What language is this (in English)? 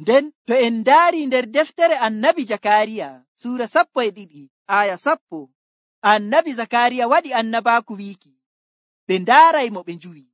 Nigerian Fulfulde